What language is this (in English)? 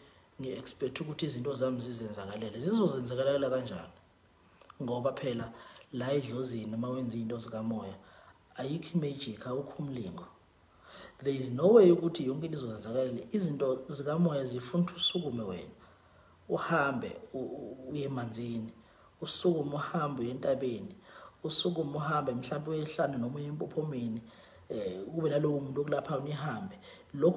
Zulu